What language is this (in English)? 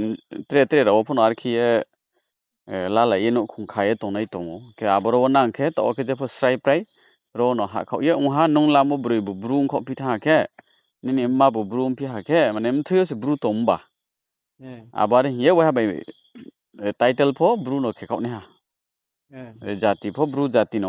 Riang (India)